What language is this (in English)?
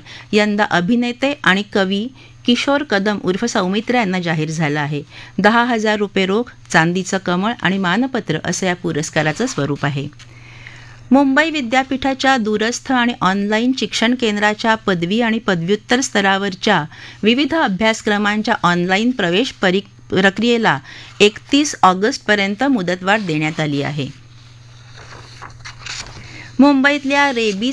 Marathi